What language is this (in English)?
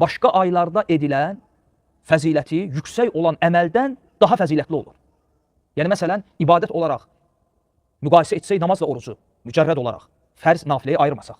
Azerbaijani